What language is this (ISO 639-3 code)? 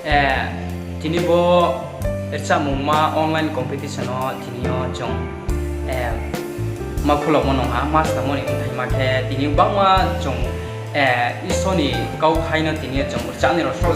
ria